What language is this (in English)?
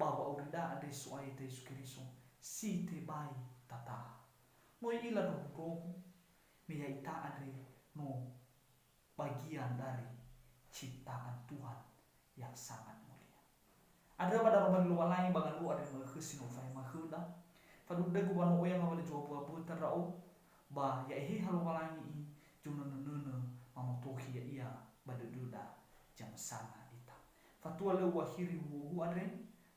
Nias